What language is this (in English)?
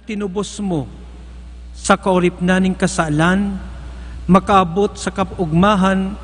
Bikol